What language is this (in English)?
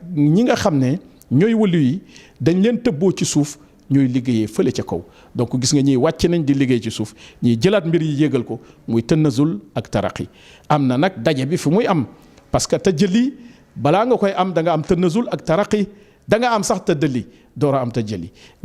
Wolof